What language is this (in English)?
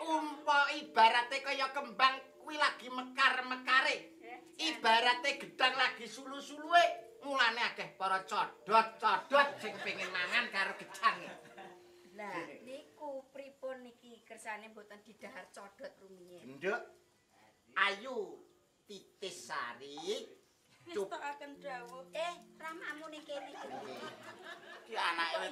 Javanese